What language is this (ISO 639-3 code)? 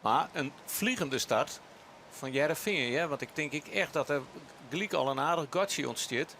fry